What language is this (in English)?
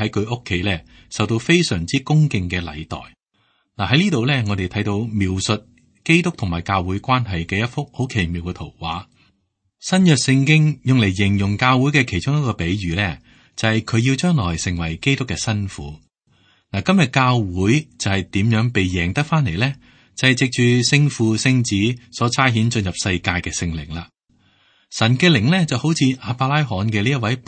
Cantonese